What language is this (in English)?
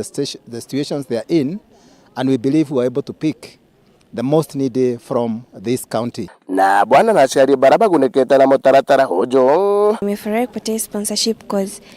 Meru